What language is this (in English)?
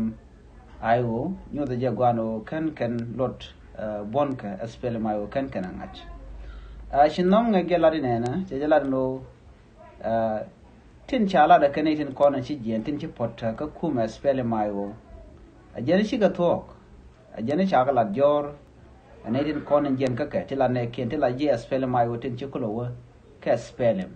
Nuer